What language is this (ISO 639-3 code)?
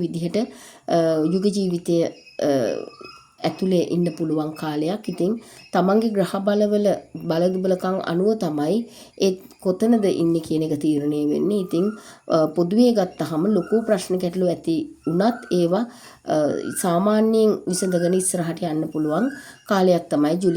sin